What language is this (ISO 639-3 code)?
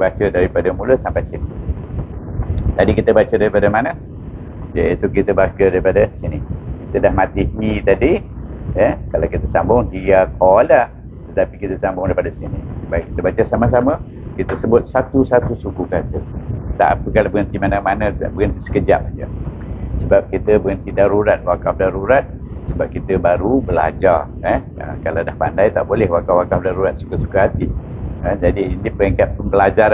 msa